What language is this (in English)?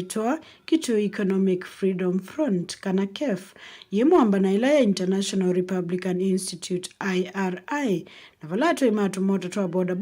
Kamba